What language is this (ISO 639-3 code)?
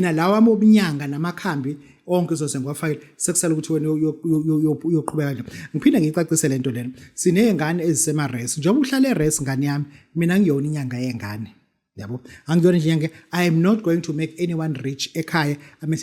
zul